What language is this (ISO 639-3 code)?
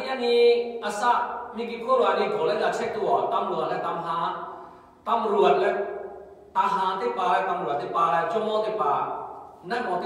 lhu